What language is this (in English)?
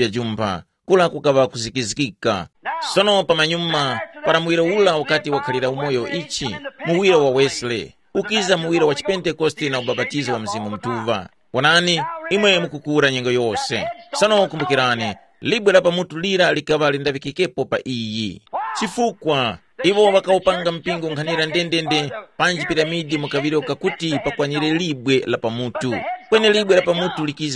Tumbuka